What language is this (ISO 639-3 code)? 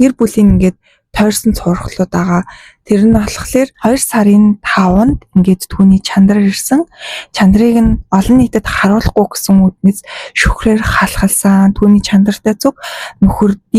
mon